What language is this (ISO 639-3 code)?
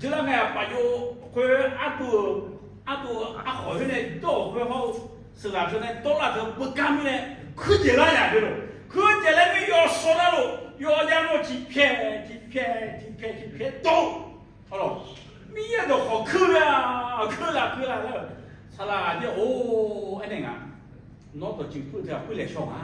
ahk